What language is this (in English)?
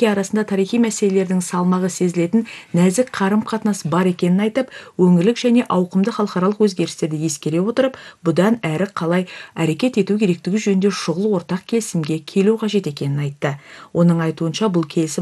Kazakh